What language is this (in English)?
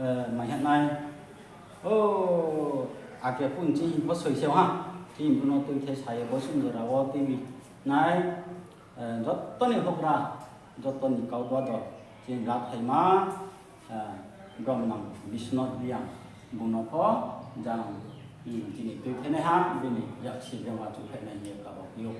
Riang (India)